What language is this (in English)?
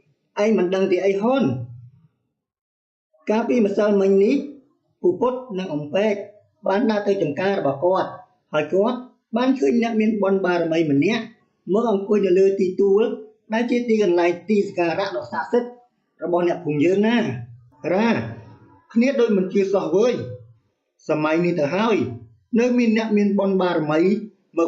Khmer